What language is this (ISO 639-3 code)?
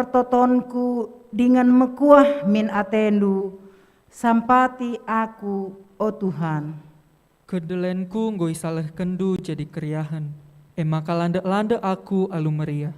btx